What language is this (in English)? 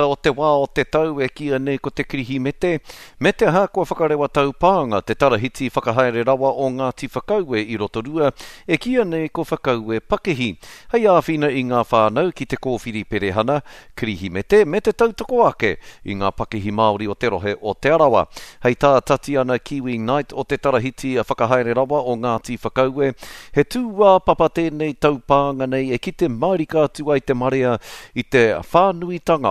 Māori